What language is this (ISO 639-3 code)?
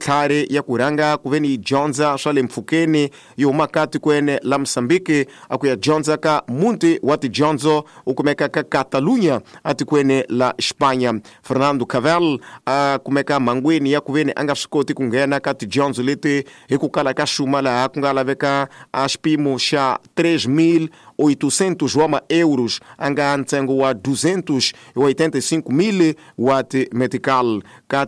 tso